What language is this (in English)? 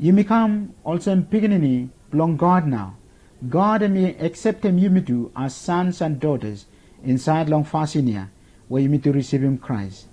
Bislama